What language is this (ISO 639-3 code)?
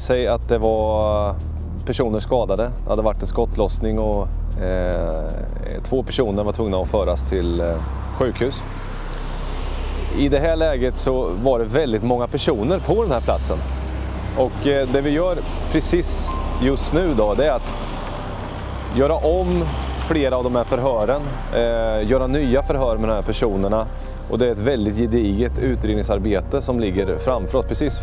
swe